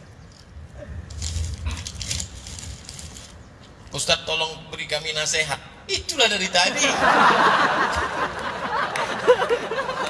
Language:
Indonesian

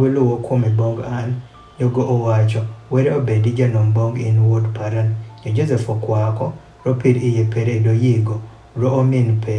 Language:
Adhola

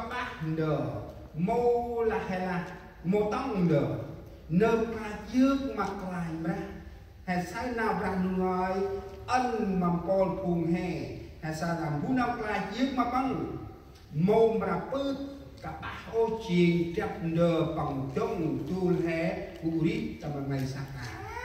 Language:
Central Mnong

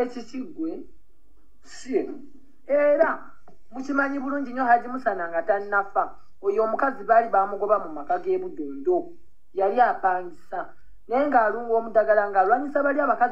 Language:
Ganda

